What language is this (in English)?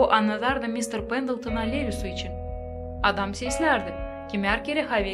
Gagauz